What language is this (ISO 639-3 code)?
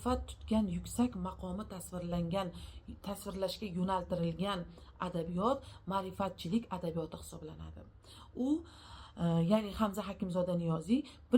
uzb